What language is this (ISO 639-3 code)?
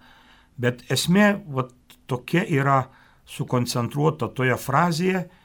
lit